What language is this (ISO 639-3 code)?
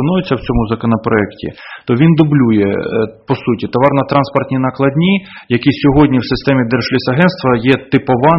ukr